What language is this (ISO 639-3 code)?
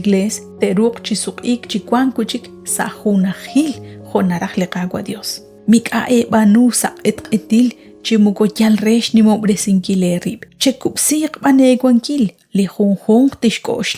kek